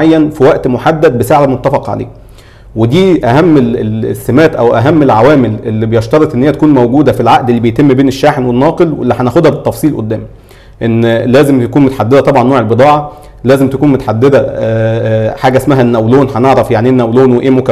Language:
Egyptian Arabic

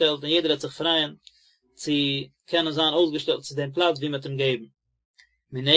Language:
Yiddish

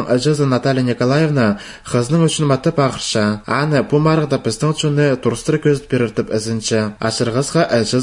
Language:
Khakas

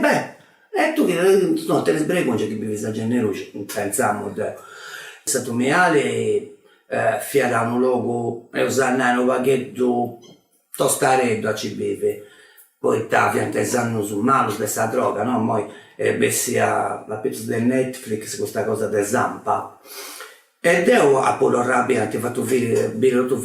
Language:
Sardinian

